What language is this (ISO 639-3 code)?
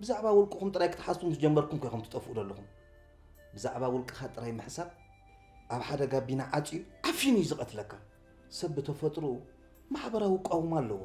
tir